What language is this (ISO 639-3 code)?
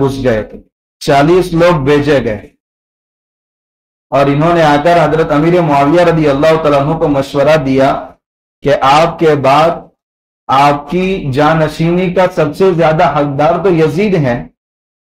urd